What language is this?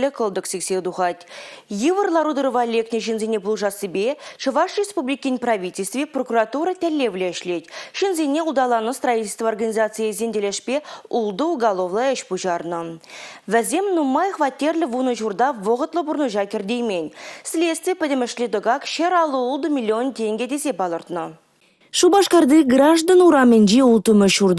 Chuvash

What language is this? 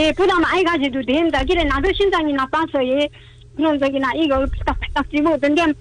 Korean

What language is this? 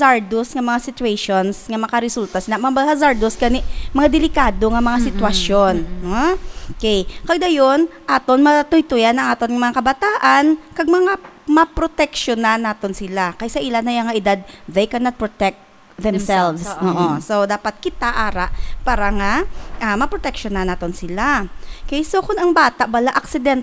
Hiligaynon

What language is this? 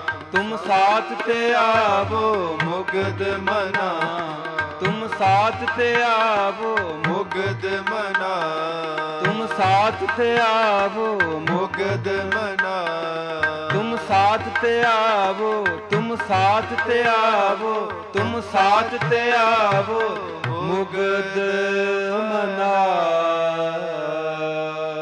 Punjabi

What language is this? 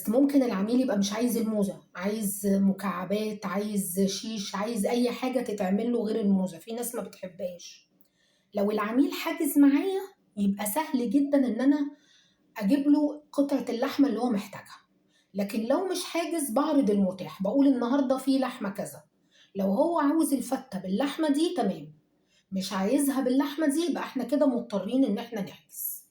Egyptian Arabic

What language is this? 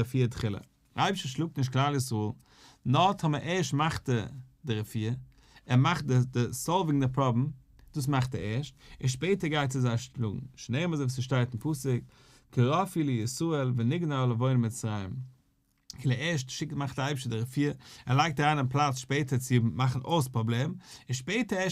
Yiddish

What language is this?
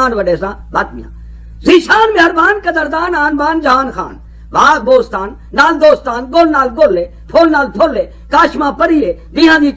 Saraiki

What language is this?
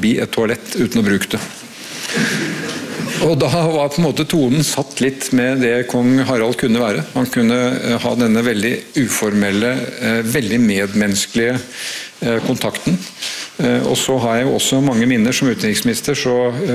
Norwegian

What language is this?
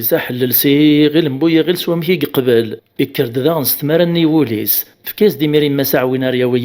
Kabyle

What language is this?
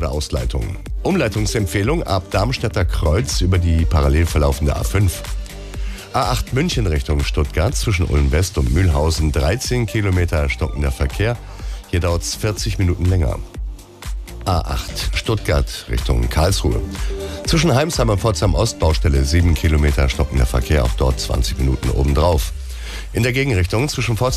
German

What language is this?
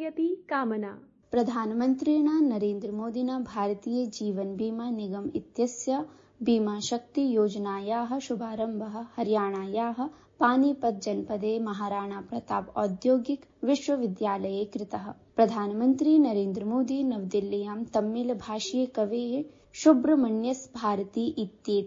Sanskrit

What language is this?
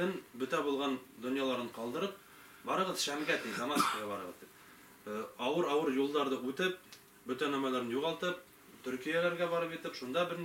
Bashkir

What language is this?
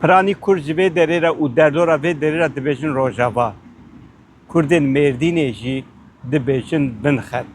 Kurdish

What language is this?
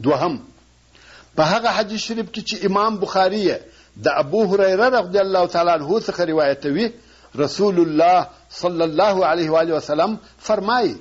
Pashto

